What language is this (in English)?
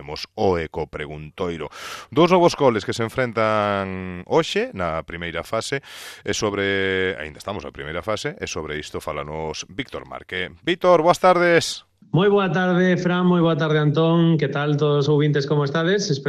Galician